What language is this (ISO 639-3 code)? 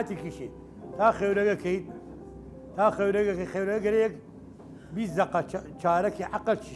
sdh